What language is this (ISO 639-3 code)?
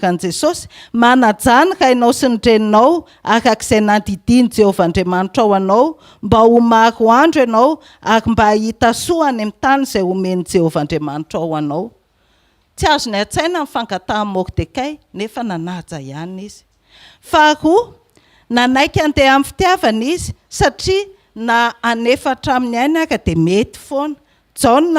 mlg